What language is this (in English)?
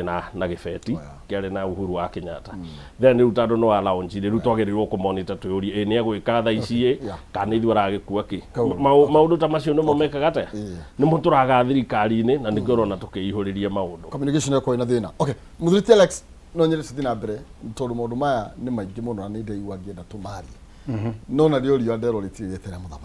Kikuyu